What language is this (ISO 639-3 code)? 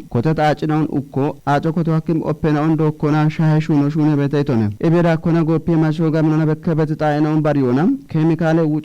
kbr